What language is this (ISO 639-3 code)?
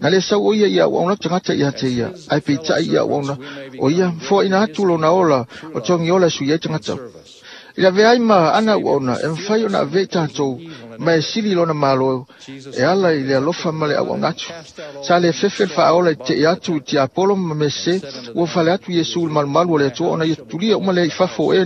smo